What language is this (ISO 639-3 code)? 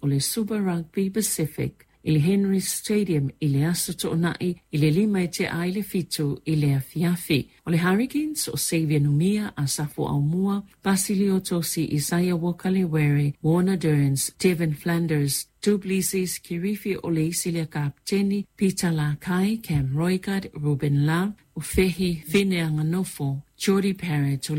smo